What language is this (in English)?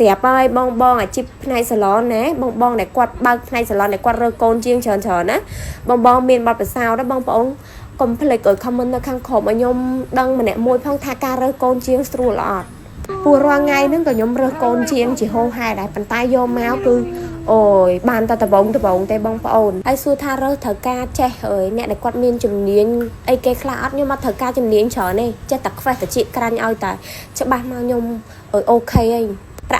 Khmer